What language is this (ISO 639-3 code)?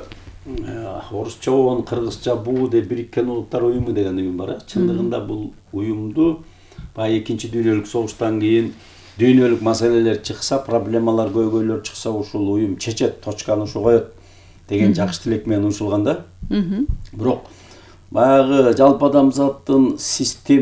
kir